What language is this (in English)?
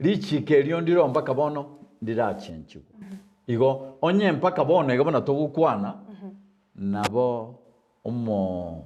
Gusii